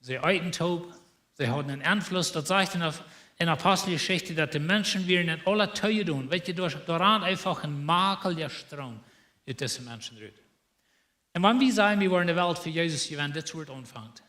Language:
Plautdietsch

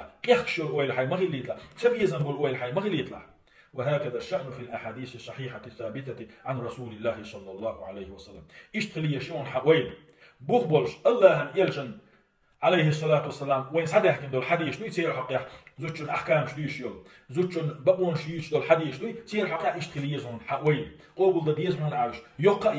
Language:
Chechen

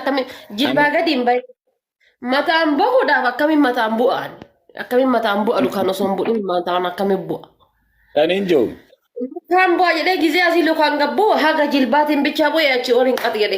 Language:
Oromo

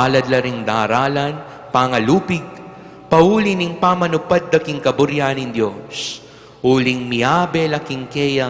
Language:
Pampanga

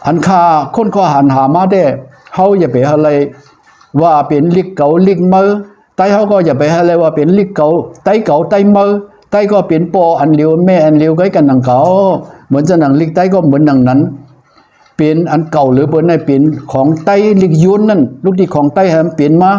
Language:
Shan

